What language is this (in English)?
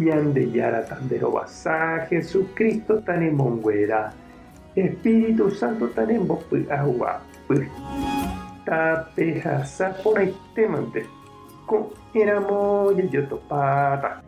Guarani